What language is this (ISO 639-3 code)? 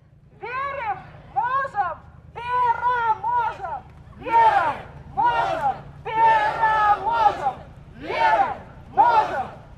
pol